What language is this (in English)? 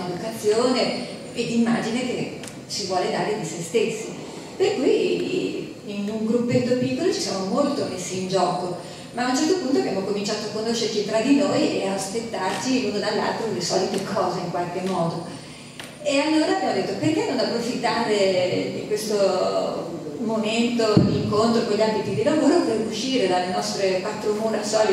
Italian